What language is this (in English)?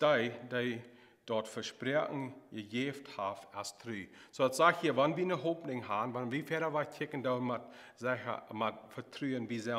Plautdietsch